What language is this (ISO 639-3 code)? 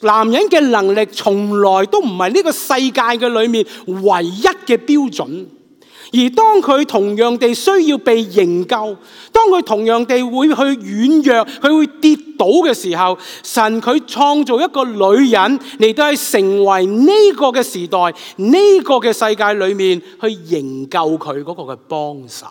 yue